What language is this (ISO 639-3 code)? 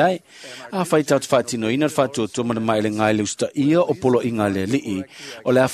smo